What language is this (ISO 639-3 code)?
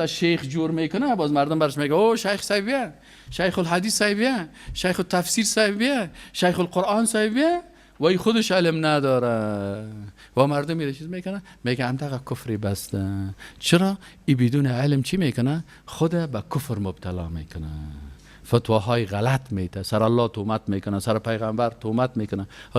fas